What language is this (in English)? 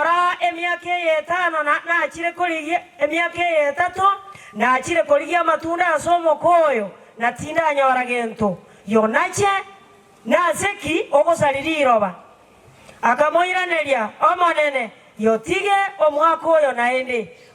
Gusii